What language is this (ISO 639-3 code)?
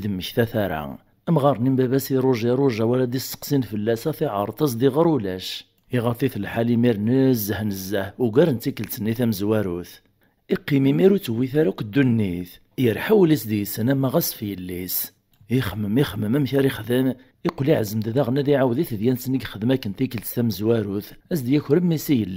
kab